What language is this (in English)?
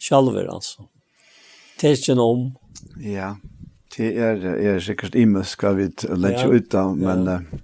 Faroese